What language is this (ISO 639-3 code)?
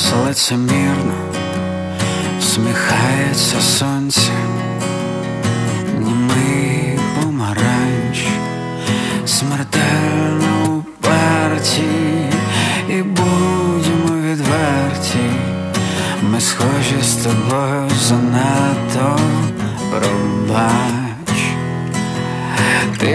ukr